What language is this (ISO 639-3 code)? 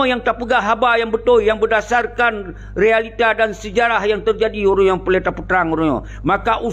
ace